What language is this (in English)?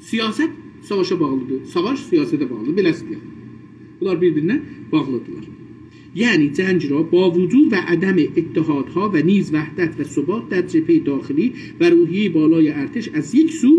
South Azerbaijani